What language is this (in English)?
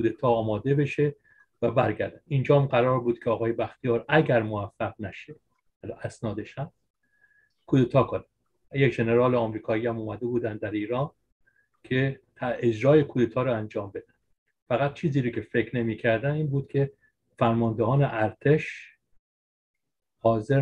Persian